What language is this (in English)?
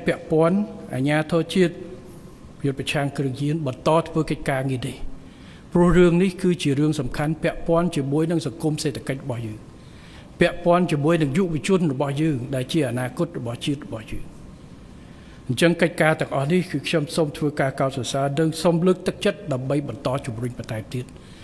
Khmer